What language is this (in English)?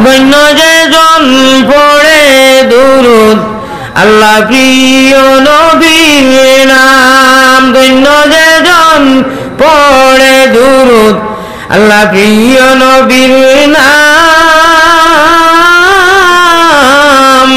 Sylheti